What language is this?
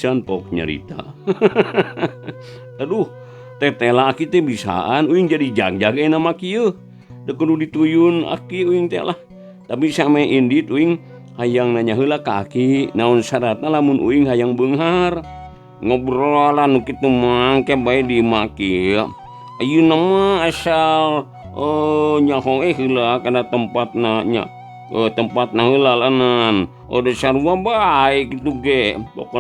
Sundanese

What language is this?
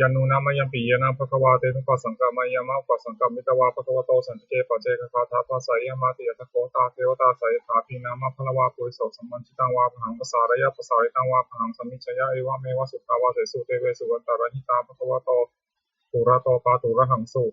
Pali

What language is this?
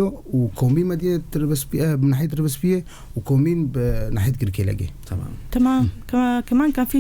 North Levantine Arabic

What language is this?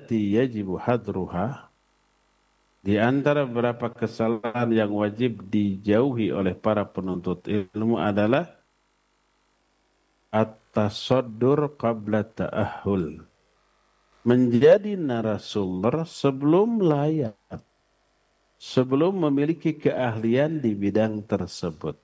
Indonesian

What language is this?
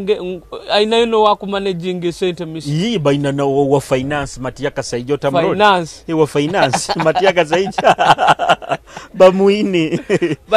Nyoro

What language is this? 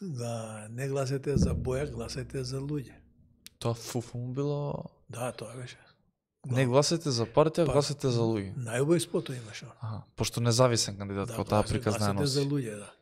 Macedonian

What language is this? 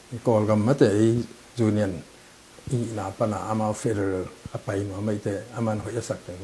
Tedim Chin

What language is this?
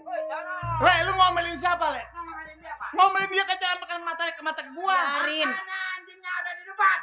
Betawi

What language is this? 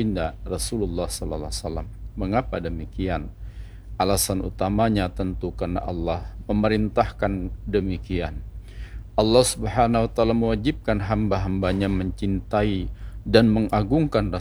Indonesian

